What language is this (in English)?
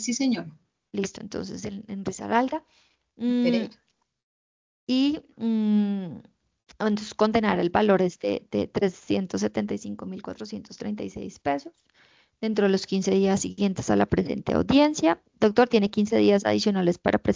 Spanish